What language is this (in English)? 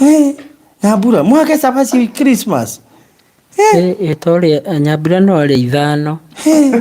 Kikuyu